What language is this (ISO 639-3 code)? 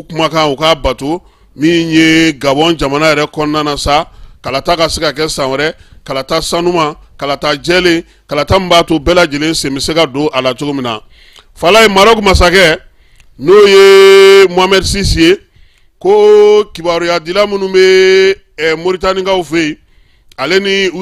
bam